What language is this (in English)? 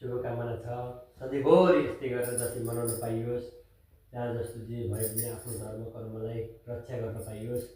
Nepali